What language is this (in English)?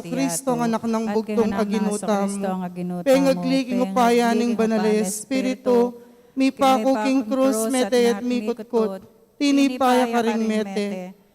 Pampanga